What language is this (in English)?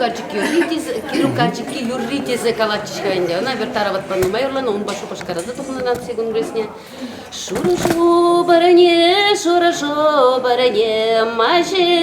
Chuvash